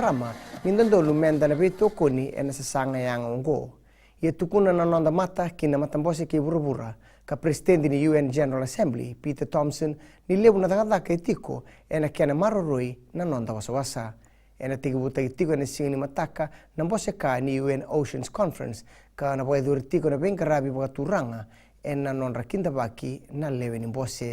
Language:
Fijian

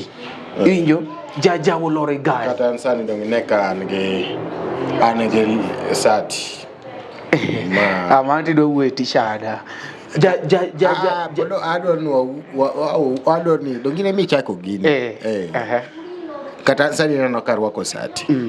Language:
Luo (Kenya and Tanzania)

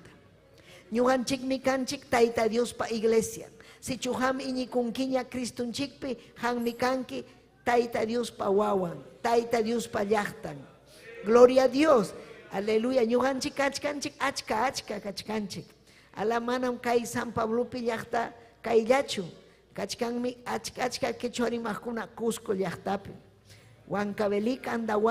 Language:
Ayacucho Quechua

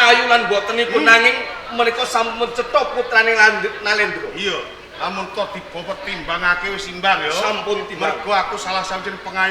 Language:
Javanese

